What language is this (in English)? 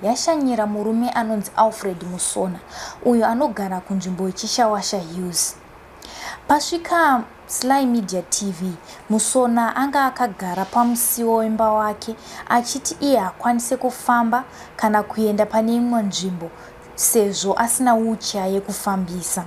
Shona